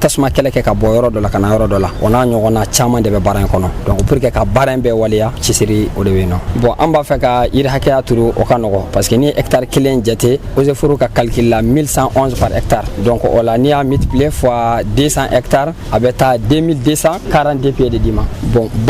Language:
Bambara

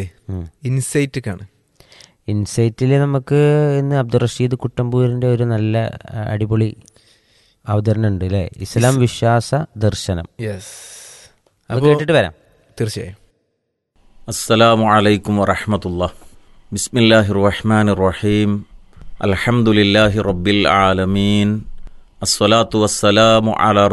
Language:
Malayalam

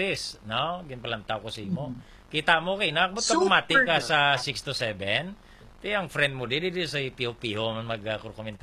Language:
Hiligaynon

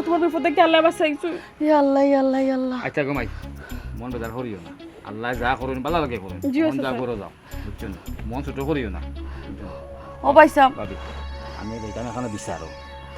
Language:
Sylheti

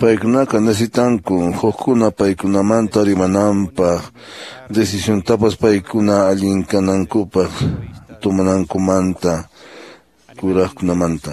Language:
Quechua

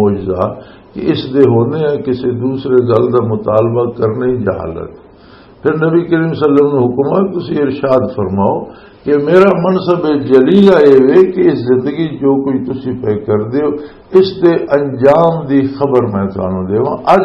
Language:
Western Panjabi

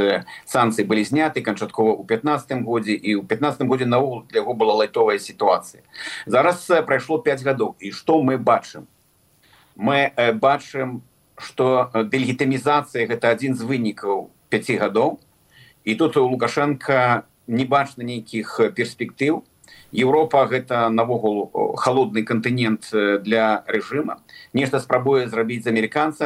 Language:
Belarusian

